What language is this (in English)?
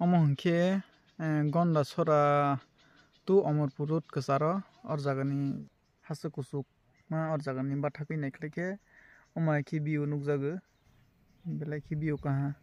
Kok Borok